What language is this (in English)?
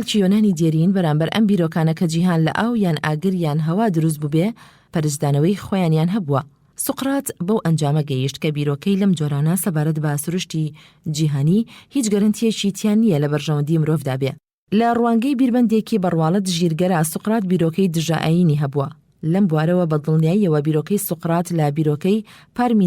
Central Kurdish